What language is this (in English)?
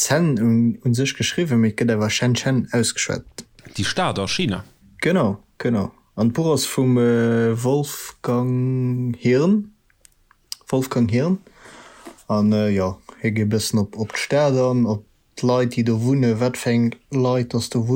Luxembourgish